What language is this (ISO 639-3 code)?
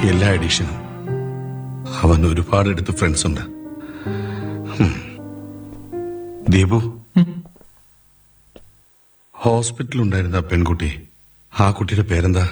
mal